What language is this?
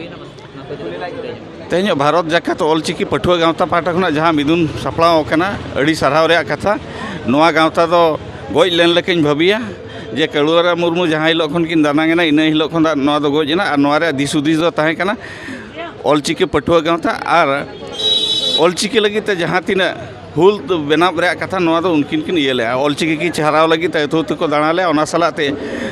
Santali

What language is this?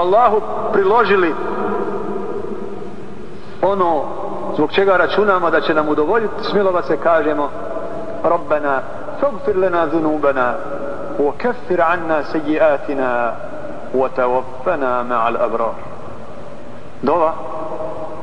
Bosnian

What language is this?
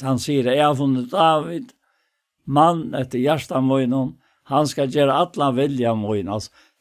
Faroese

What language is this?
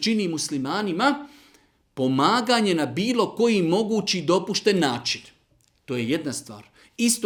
Bosnian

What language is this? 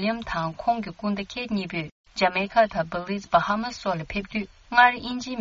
Tibetan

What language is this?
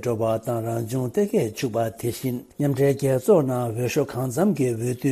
Tibetan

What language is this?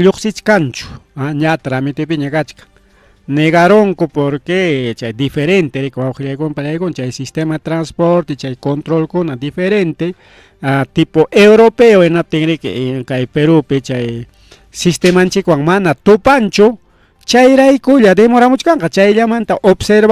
Ayacucho Quechua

